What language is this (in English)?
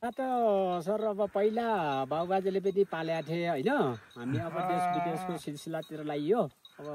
Nepali